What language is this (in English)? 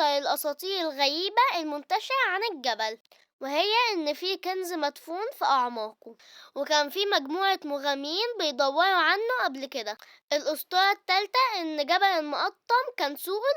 Egyptian Arabic